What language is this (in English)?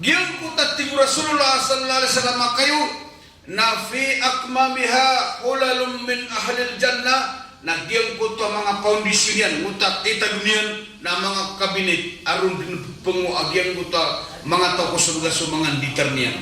Maranao